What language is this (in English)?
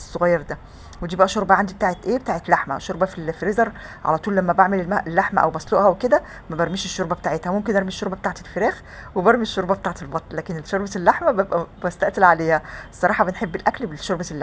Egyptian Arabic